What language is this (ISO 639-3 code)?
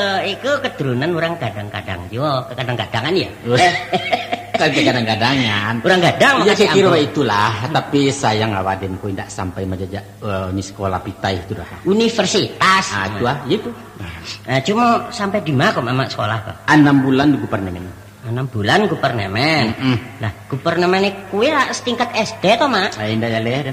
min